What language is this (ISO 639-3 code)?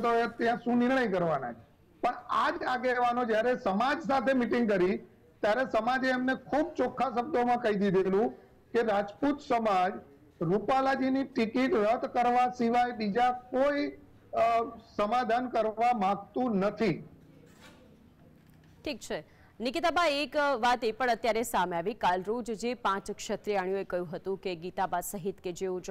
guj